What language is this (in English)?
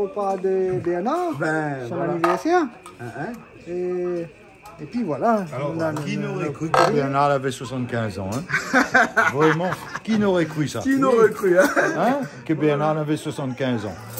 Réunion Creole French